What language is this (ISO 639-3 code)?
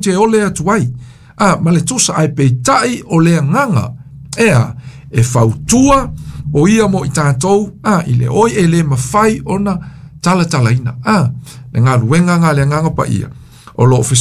smo